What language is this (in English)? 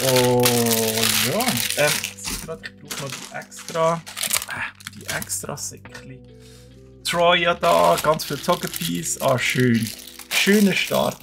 Swiss German